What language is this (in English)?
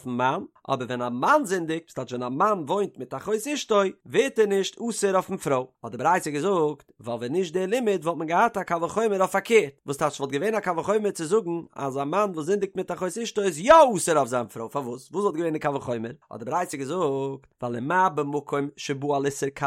Yiddish